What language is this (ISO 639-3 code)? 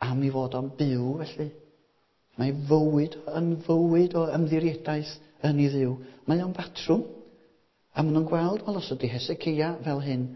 cym